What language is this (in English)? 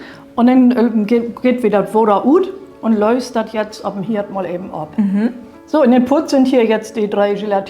Low German